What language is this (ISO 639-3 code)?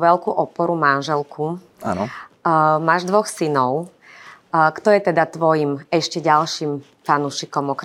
slk